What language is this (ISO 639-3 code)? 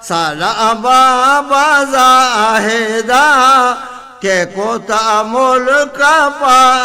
bgp